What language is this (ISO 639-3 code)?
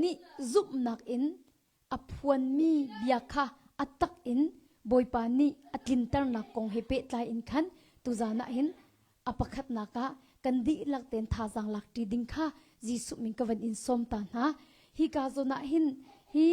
cnh